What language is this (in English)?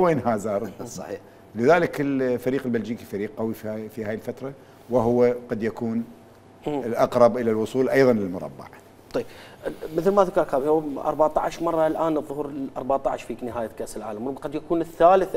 Mesopotamian Arabic